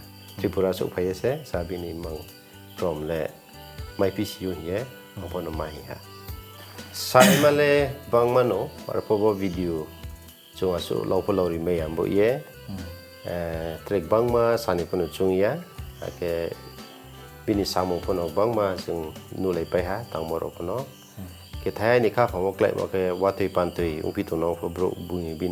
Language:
Riang (India)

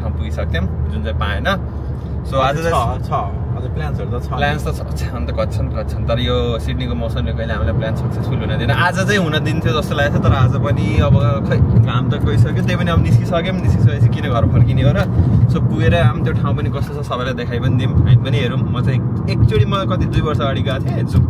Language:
Nepali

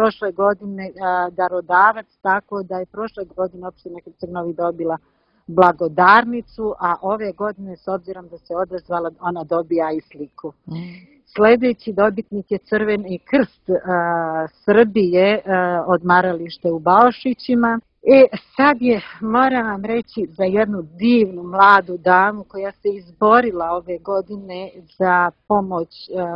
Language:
Serbian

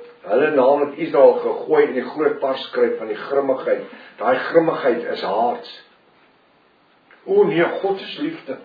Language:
Afrikaans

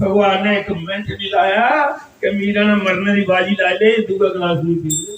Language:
Dogri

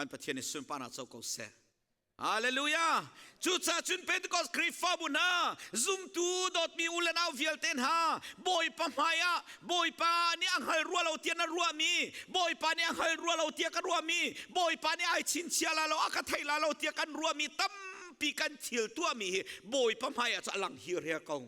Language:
Hakha Chin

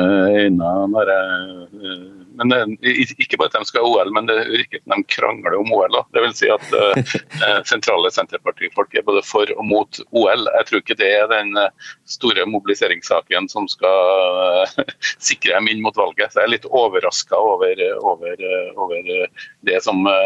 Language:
Norwegian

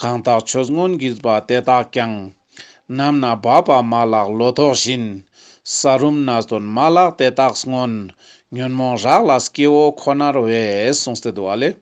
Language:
Ladakhi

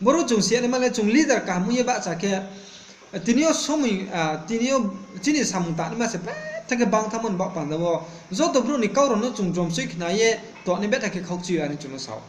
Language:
Riang (India)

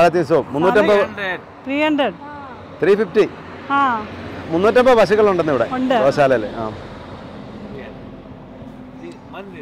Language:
Malayalam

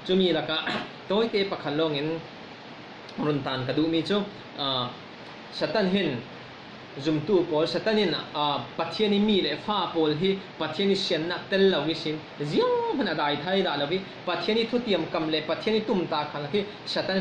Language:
Falam Chin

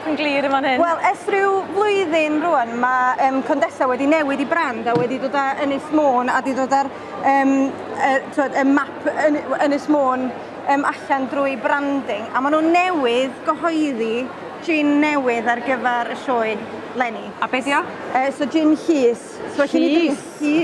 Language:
Welsh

